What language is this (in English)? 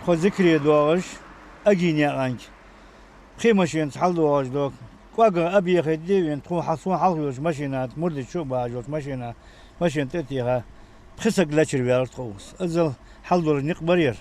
Ingush